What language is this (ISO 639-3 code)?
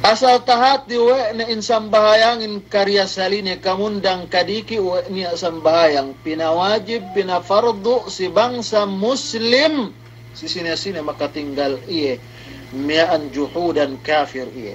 yka